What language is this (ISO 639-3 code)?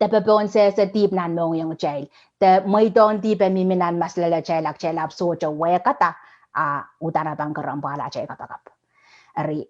pon